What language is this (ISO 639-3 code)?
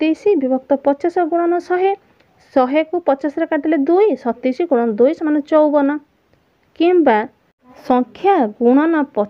ori